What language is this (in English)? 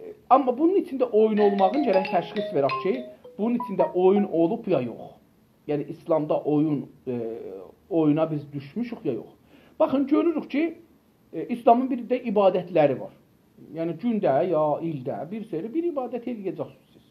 South Azerbaijani